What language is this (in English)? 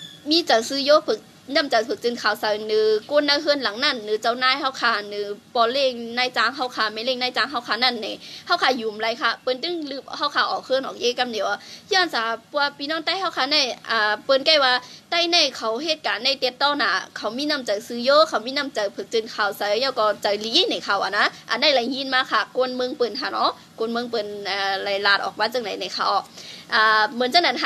Shan